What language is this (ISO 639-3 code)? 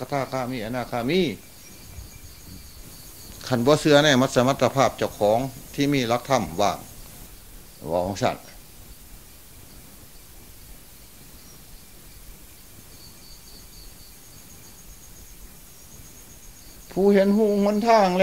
tha